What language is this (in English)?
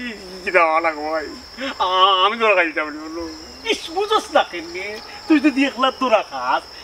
Sylheti